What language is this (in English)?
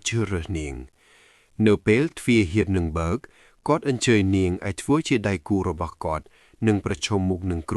Khmer